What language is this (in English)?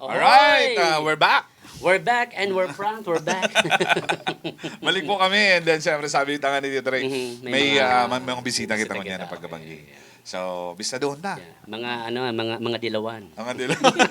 Bikol